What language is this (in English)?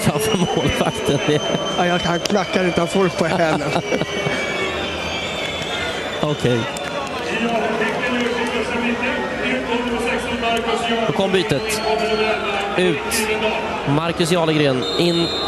Swedish